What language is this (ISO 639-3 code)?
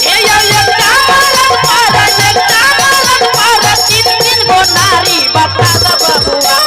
mai